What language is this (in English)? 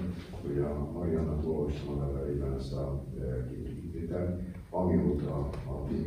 Hungarian